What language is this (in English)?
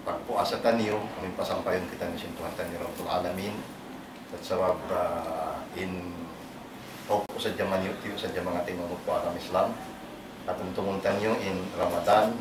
Tausug